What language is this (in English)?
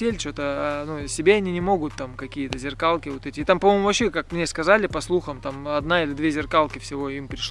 Russian